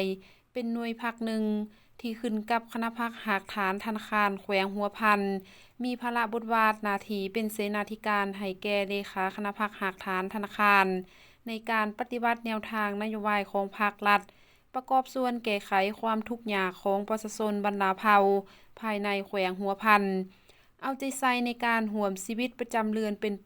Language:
Lao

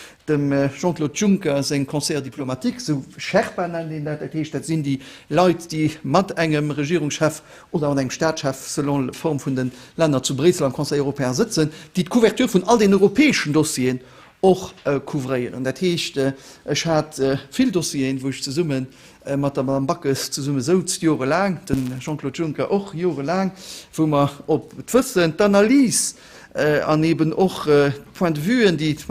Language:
Luxembourgish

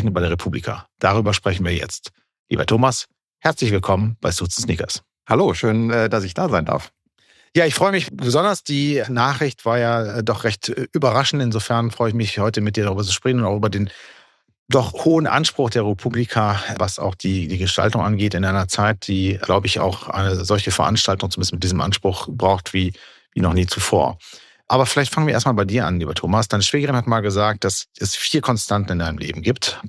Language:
German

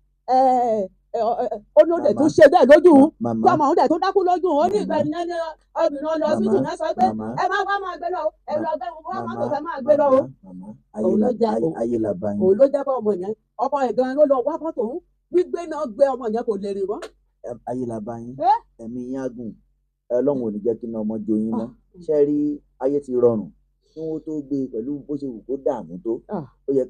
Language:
Yoruba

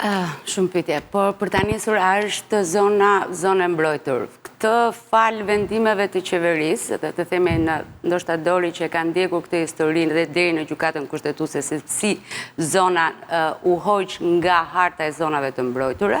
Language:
Albanian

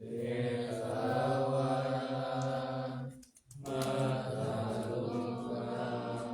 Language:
Pali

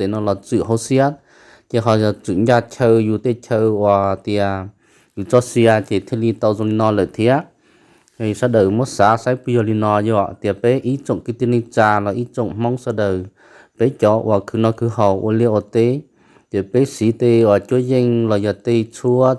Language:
Hmong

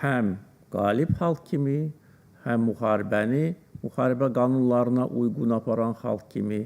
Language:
Azerbaijani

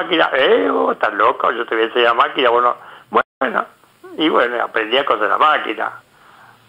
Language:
Spanish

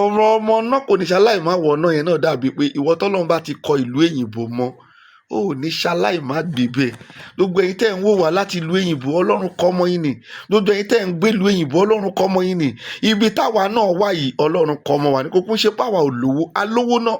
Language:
Yoruba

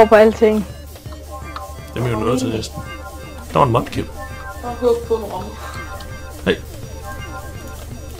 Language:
Danish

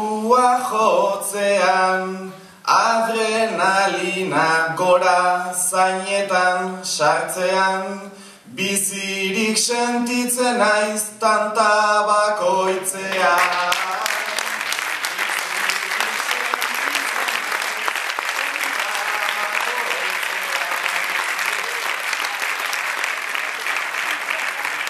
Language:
Basque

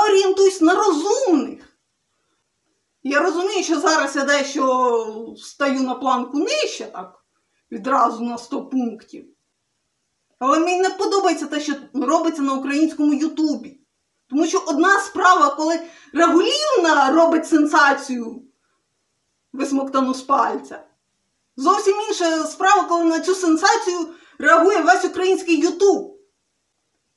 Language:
Ukrainian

